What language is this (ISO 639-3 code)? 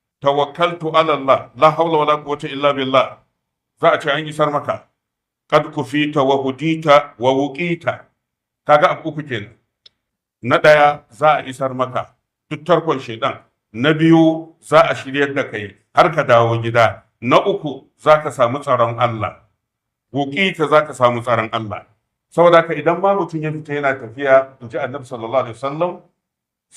hau